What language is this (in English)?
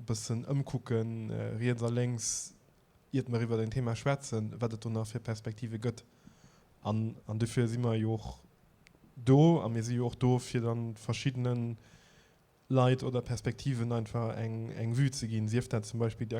Luxembourgish